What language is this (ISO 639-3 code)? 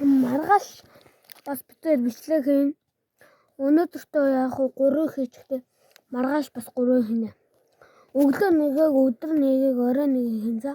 mon